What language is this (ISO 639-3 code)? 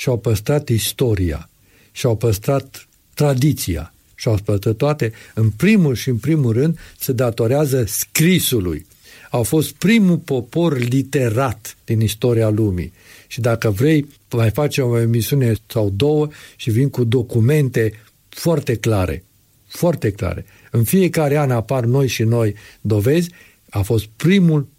ron